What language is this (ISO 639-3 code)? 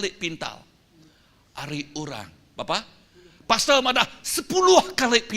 iba